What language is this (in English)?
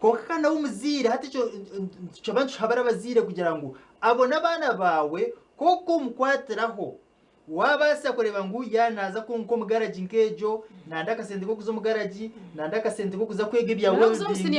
Nyankole